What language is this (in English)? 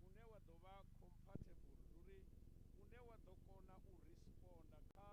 Venda